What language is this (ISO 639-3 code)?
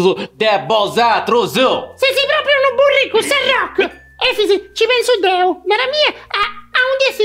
srd